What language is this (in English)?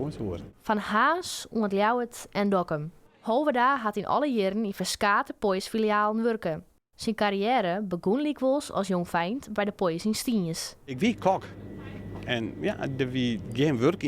Western Frisian